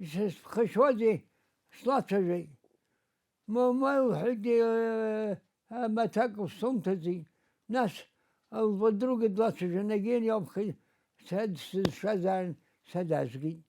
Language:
Abkhazian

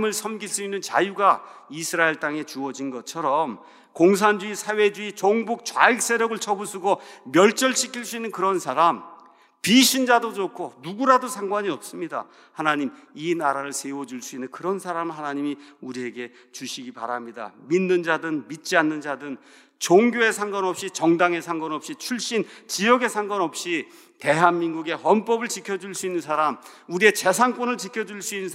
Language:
Korean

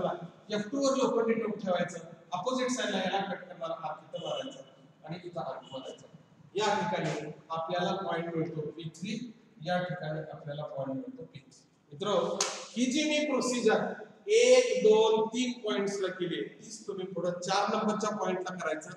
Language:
Marathi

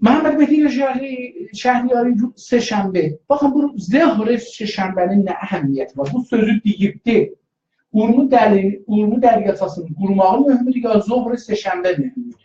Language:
South Azerbaijani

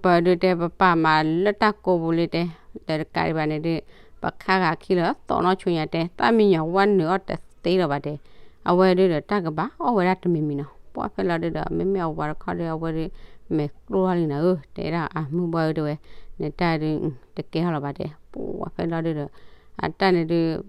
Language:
S'gaw Karen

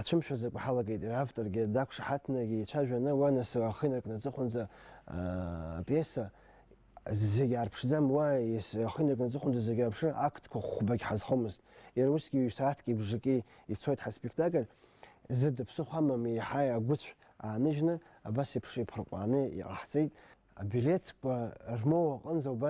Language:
Abkhazian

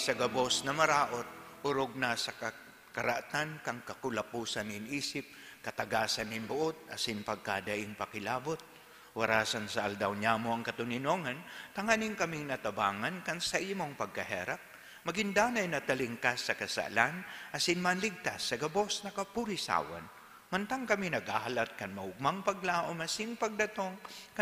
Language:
Bikol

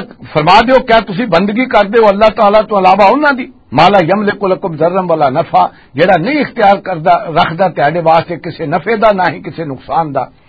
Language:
Western Panjabi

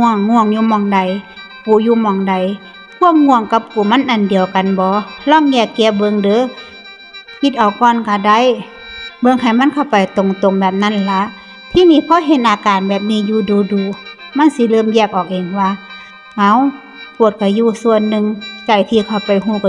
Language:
Northeastern Thai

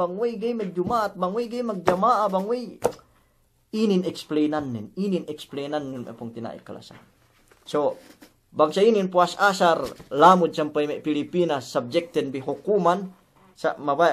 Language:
Yakan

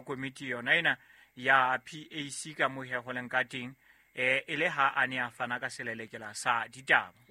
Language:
Southern Sotho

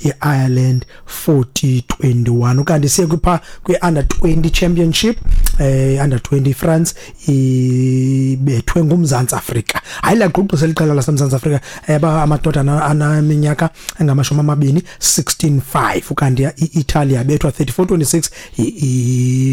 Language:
Xhosa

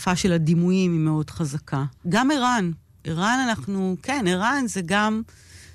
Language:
Hebrew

